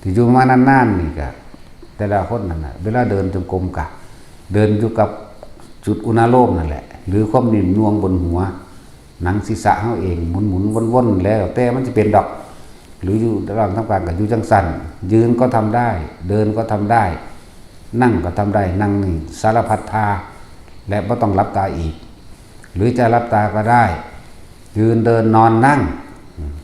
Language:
Northeastern Thai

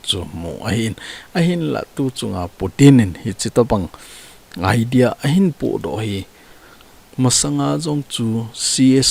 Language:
Thado Chin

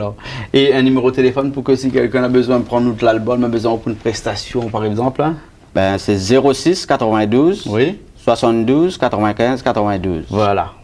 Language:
Réunion Creole French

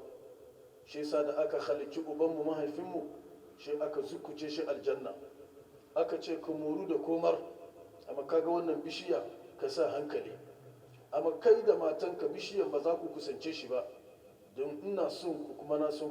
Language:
Hausa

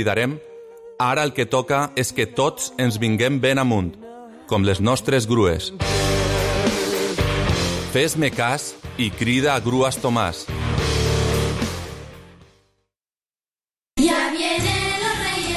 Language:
Catalan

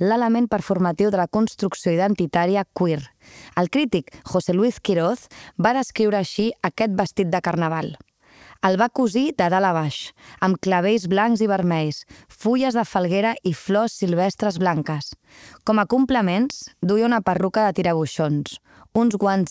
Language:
Catalan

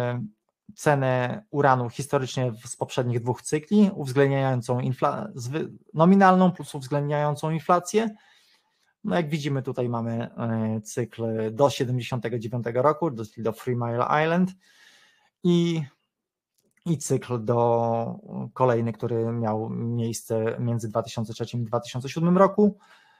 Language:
Polish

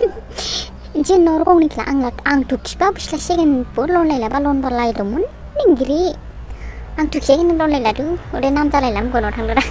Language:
Dimasa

